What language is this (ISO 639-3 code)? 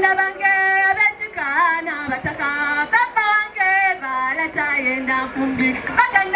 xog